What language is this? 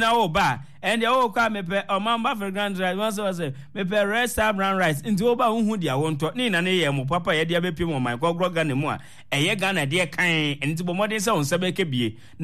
Akan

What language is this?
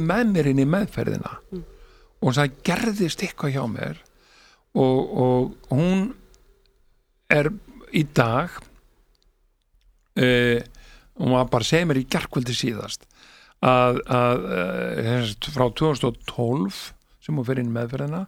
Icelandic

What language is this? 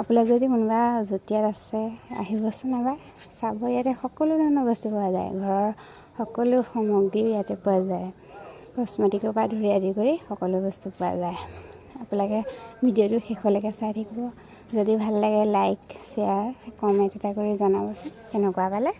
Assamese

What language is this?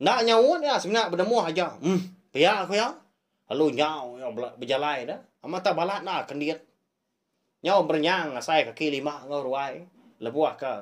Iban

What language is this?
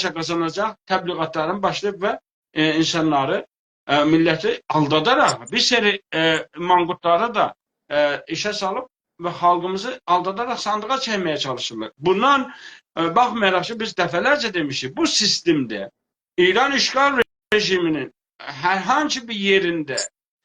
South Azerbaijani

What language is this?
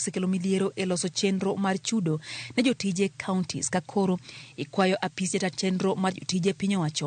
Luo (Kenya and Tanzania)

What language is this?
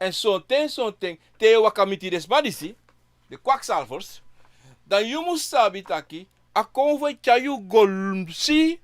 Sranan Tongo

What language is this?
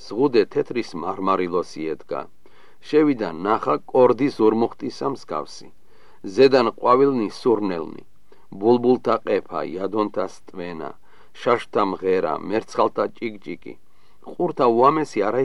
Georgian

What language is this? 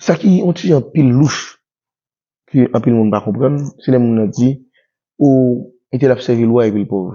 Haitian Creole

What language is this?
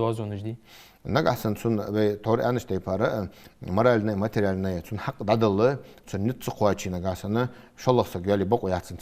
Ingush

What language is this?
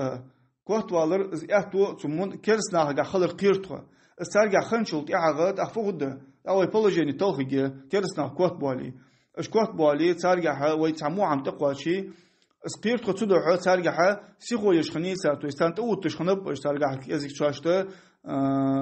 Ingush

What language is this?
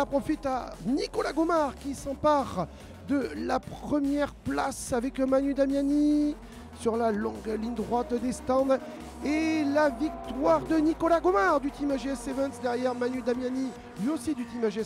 French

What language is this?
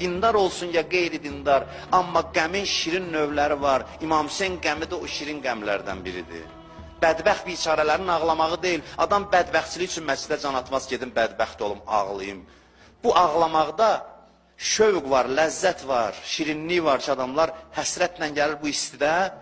Azerbaijani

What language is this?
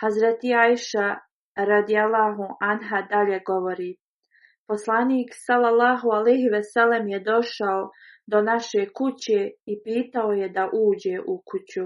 Bosnian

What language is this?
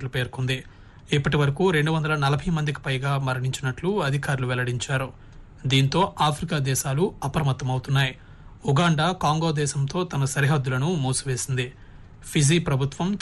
Telugu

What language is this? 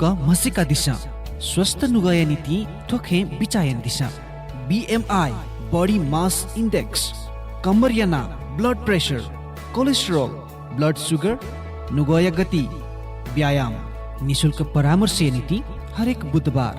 Newari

